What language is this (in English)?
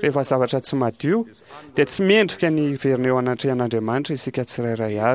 Malagasy